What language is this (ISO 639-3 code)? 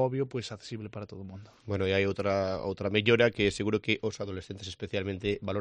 glg